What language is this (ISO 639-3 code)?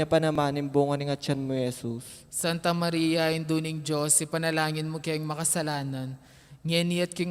pam